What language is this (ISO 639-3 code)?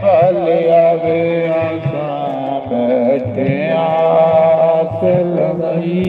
doi